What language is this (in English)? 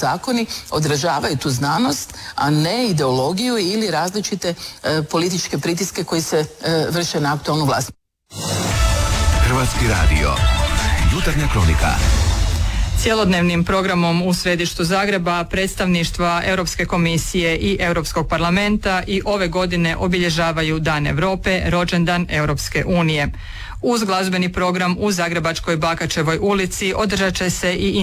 Croatian